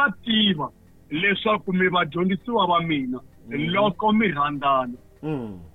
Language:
Tsonga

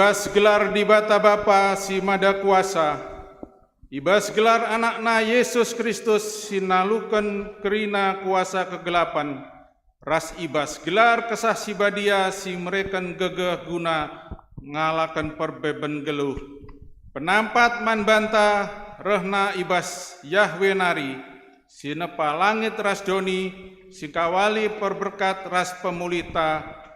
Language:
Batak Karo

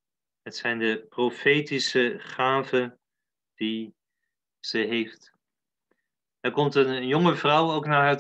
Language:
Dutch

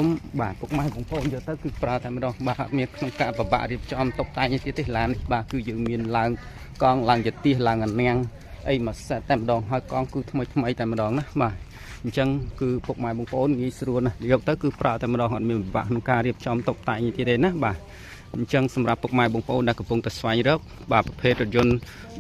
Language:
Khmer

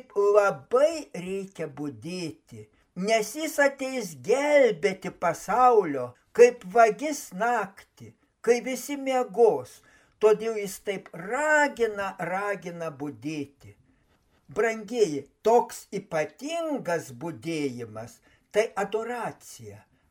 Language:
Lithuanian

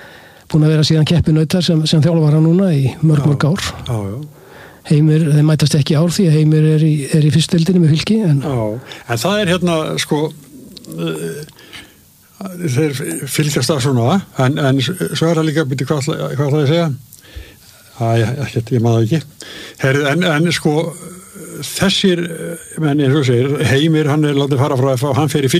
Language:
Icelandic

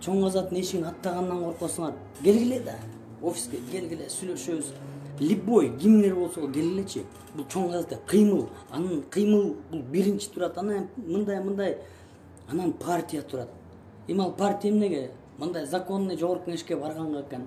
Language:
Kyrgyz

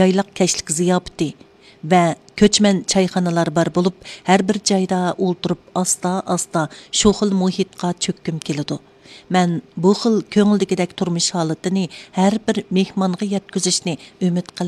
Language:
Uyghur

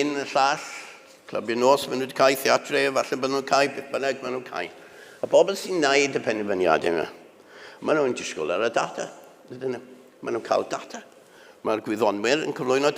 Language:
Welsh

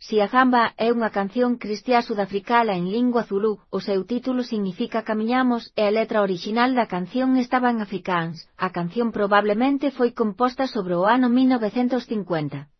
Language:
Galician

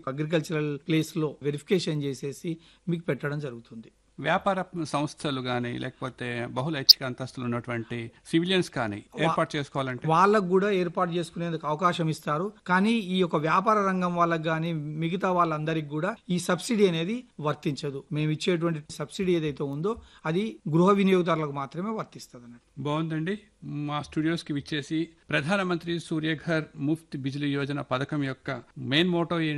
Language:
Telugu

